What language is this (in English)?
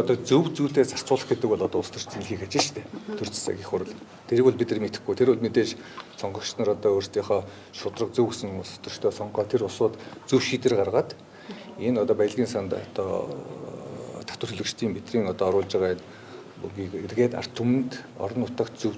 Mongolian